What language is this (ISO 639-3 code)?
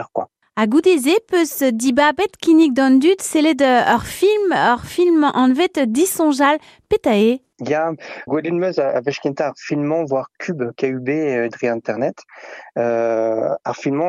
bre